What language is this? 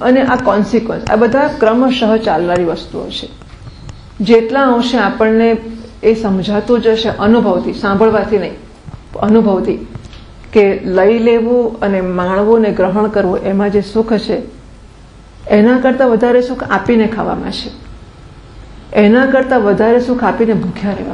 Gujarati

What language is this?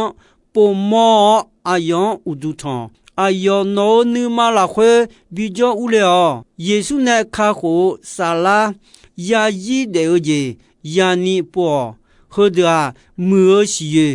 Akha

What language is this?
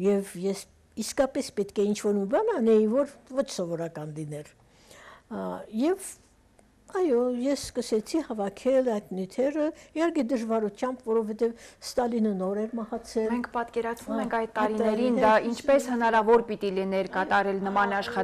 Armenian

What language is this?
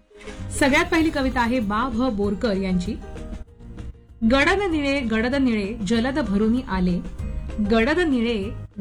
Marathi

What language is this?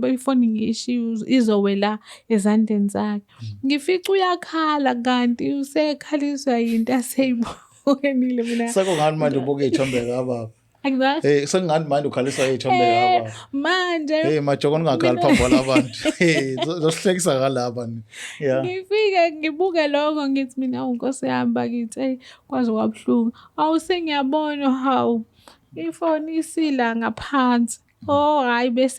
Zulu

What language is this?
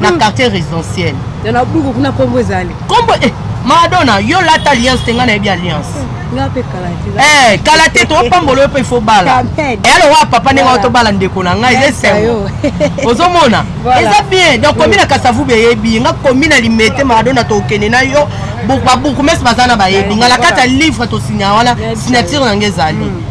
Lingala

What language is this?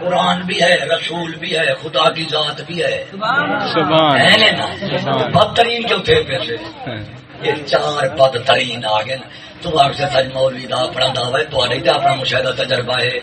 Saraiki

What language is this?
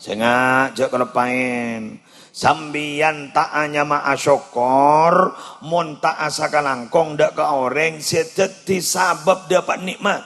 Madurese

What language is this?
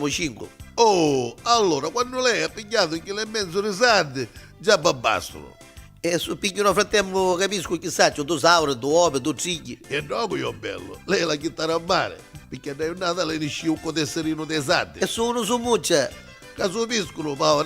Neapolitan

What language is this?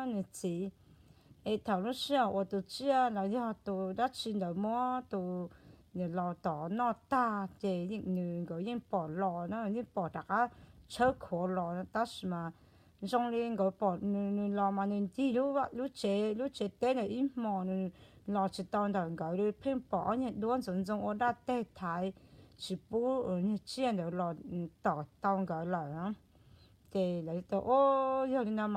Hmong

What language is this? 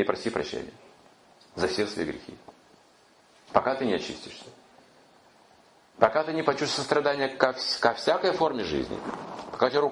Russian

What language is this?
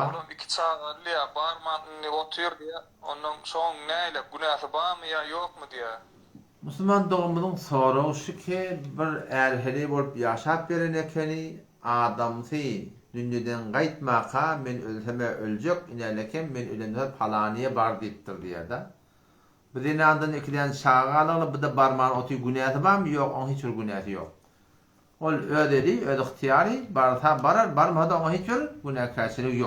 Turkmen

